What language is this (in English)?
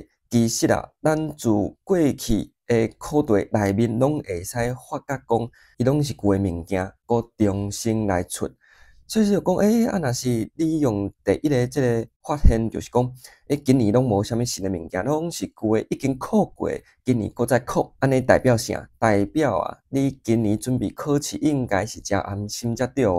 Min Nan Chinese